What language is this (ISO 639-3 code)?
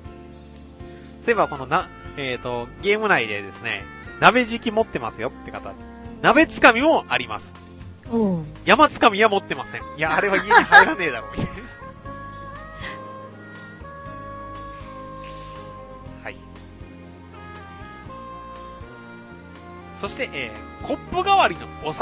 jpn